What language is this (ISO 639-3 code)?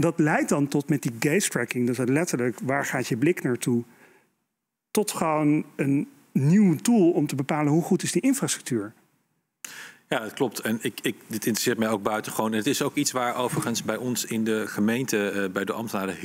nld